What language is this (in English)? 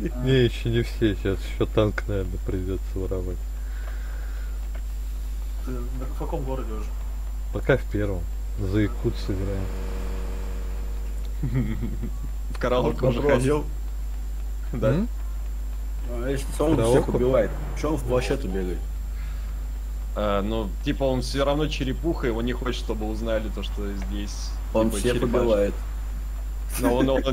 Russian